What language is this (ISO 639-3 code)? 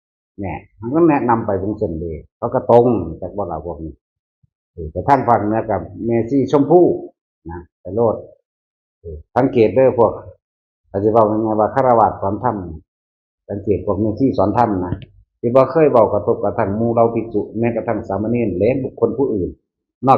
tts